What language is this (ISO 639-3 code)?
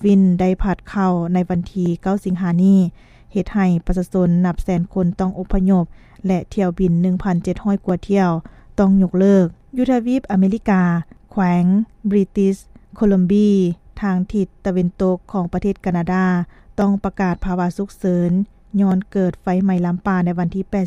lao